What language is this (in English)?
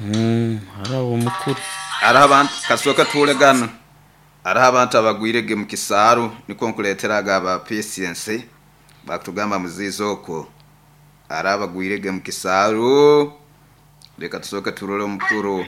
Nyoro